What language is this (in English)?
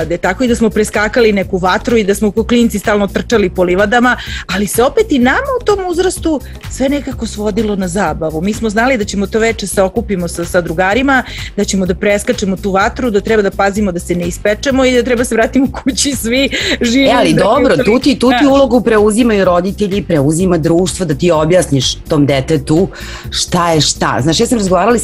Serbian